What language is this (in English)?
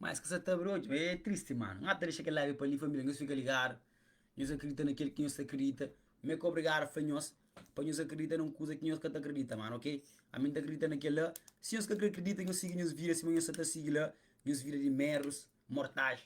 Kabuverdianu